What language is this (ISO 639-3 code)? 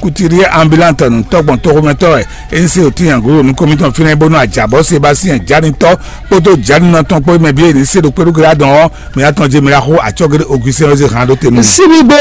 fon